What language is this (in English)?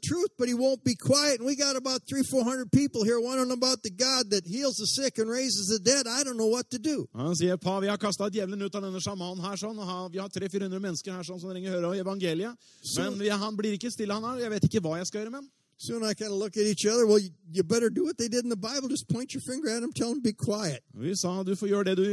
Norwegian